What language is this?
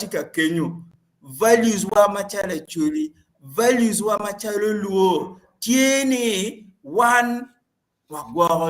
Acoli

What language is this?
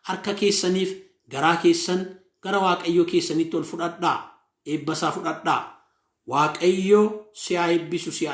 Oromo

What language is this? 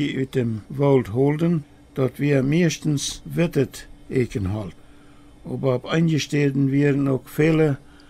Plautdietsch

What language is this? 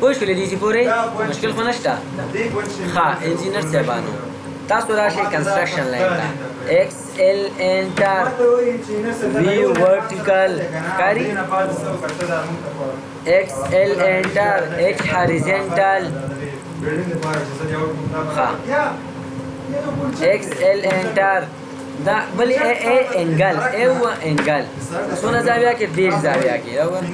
Pashto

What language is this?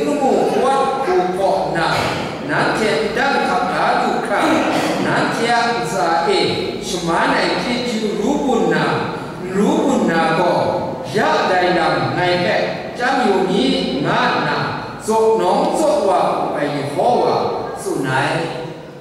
Kachin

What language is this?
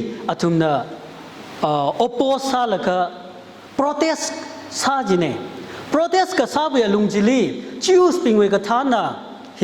Tangkhul Naga (India)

